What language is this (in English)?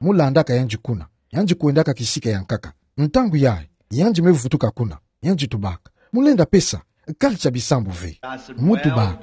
Kituba (Democratic Republic of Congo)